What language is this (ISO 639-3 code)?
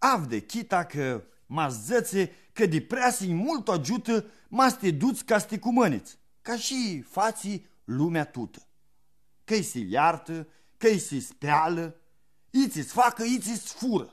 rup